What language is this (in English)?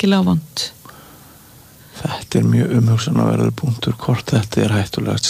Icelandic